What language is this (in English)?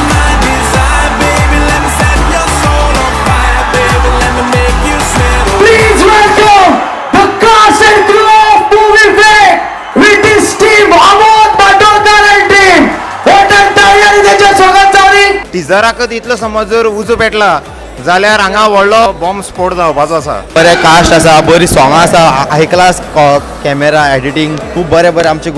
Konkani